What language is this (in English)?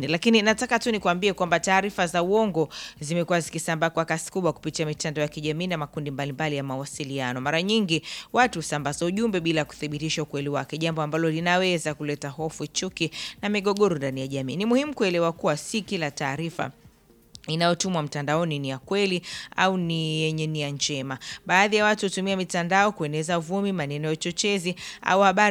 Swahili